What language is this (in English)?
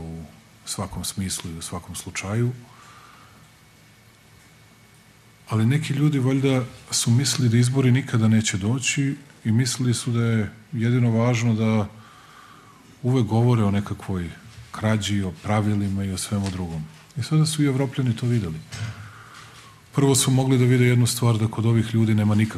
Serbian